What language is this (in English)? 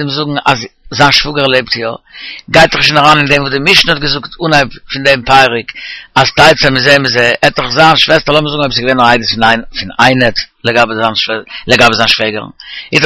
Yiddish